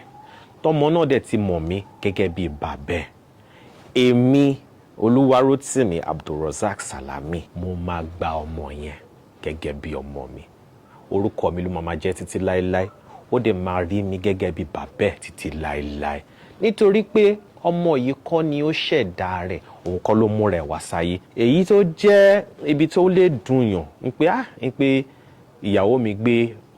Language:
Yoruba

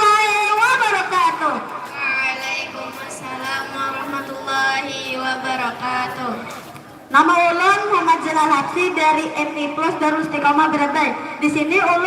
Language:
Banjar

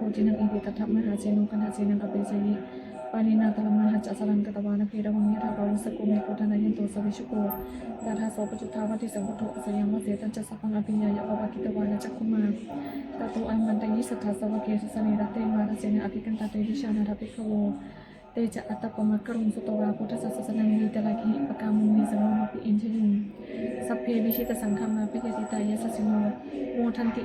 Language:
Pali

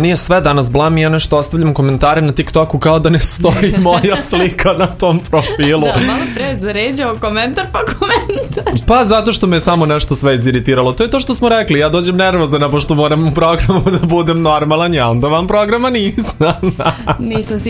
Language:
Serbian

